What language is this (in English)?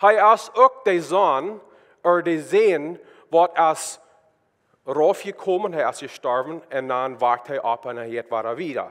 Plautdietsch